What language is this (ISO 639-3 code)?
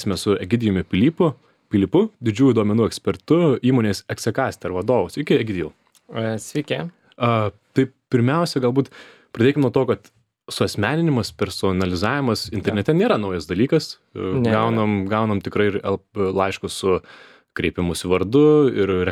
lit